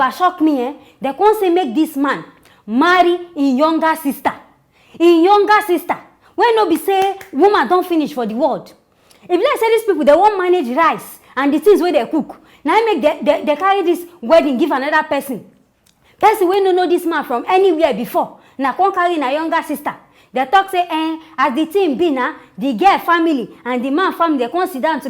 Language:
Nigerian Pidgin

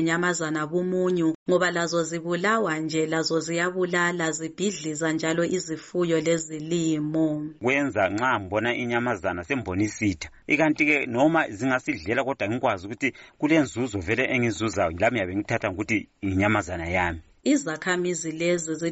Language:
North Ndebele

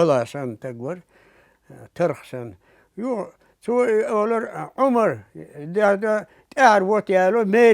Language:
Chechen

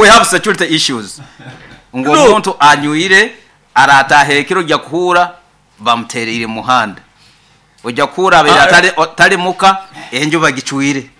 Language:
Nyankole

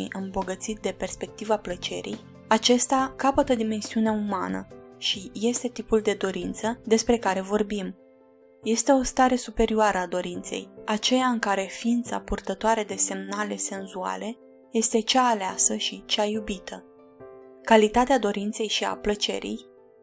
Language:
Romanian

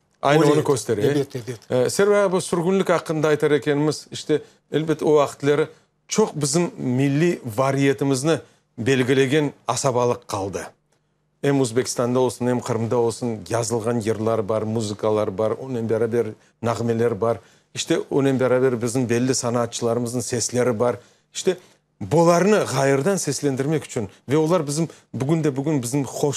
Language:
Crimean Tatar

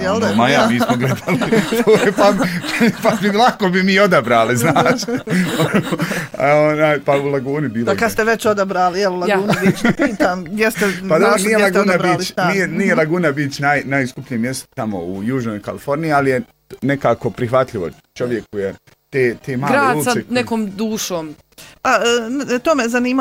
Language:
Bosnian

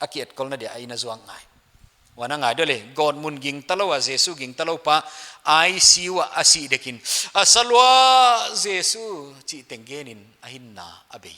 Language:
Paite Chin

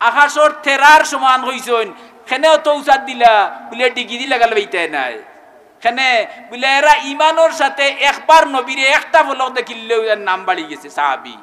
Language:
Sylheti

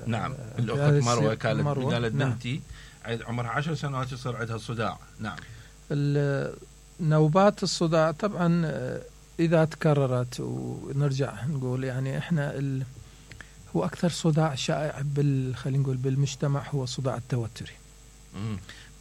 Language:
Mesopotamian Arabic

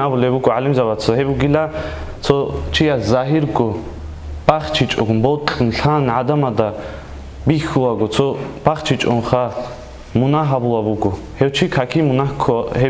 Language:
Avaric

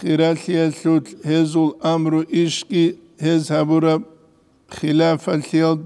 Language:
Avaric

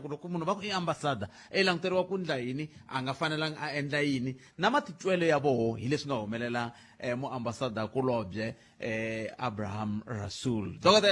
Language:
Tsonga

